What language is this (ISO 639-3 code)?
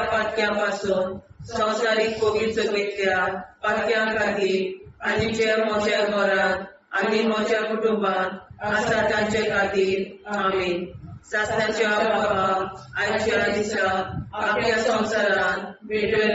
kok